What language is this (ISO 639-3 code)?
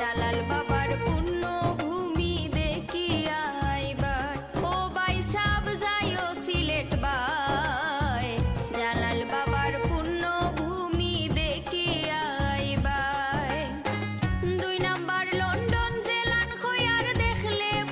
syl